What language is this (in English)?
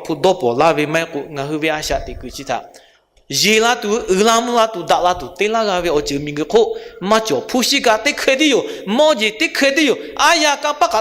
Lahu